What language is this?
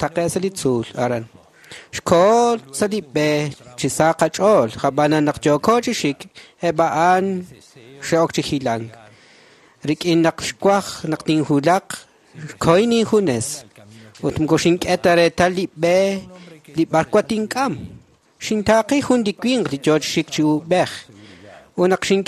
Kekchí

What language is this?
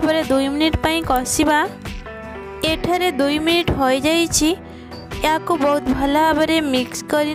Odia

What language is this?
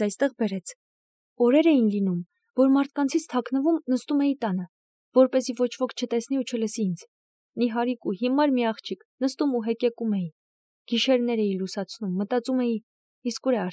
Armenian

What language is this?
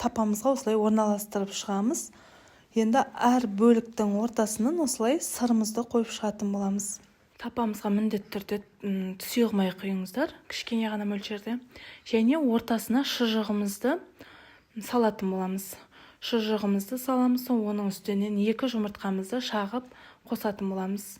Kazakh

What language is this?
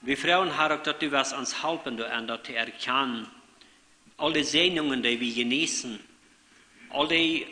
Plautdietsch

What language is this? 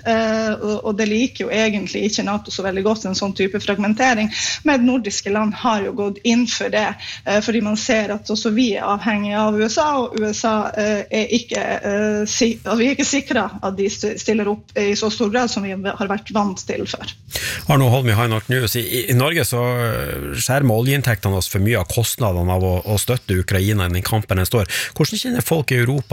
Norwegian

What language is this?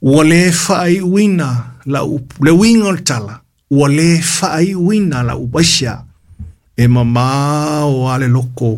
Samoan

